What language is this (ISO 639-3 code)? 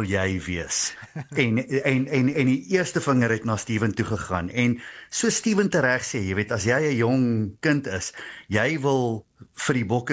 afr